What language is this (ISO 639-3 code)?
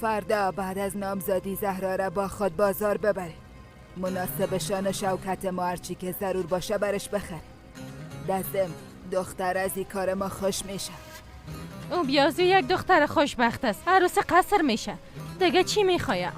fas